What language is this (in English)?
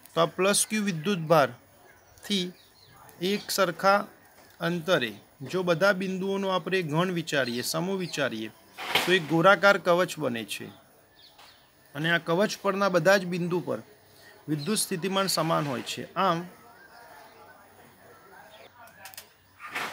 Gujarati